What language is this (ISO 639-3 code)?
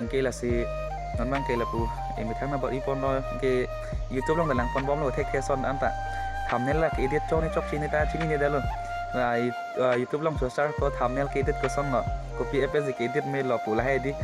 mjw